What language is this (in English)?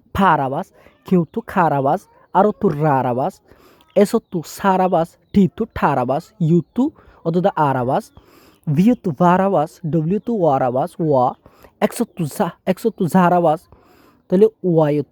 Rohingya